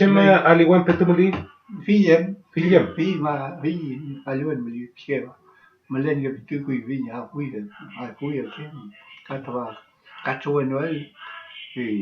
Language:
Mapuche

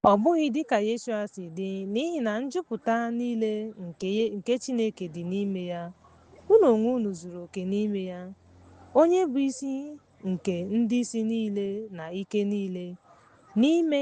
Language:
Igbo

